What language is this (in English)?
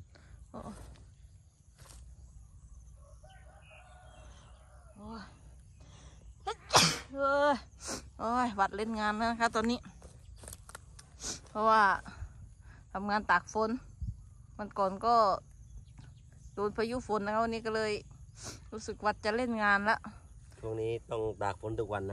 Thai